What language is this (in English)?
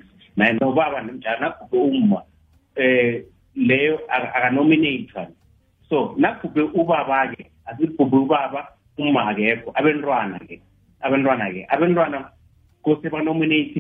South Ndebele